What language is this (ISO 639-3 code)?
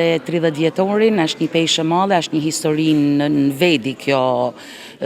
sqi